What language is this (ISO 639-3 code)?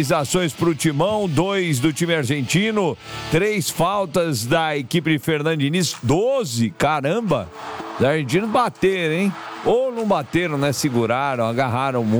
por